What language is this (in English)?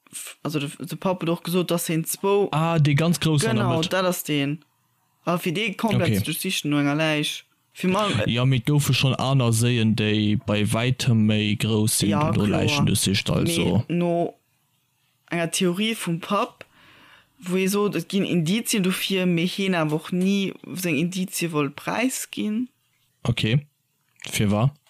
Luxembourgish